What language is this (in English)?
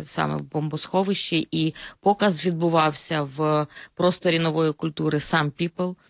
Ukrainian